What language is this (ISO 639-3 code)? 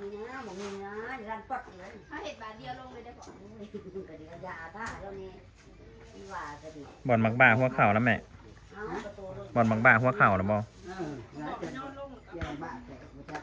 tts